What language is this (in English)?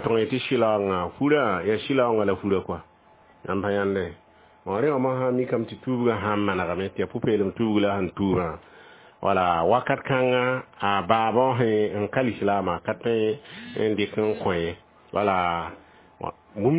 Mossi